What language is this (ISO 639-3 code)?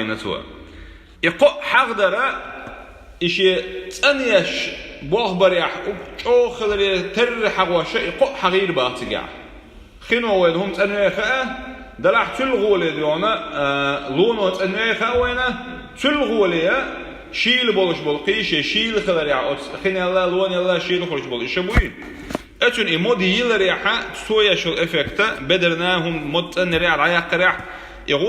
che